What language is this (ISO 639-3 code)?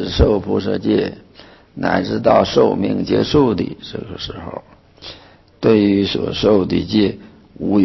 zho